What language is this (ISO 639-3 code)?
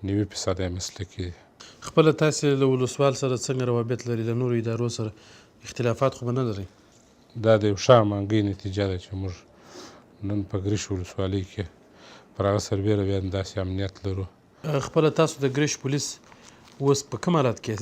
pus